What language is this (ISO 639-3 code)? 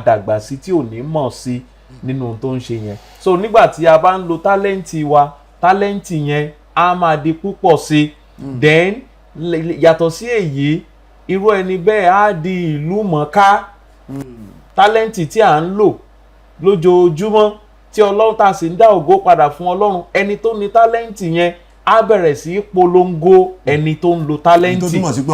yor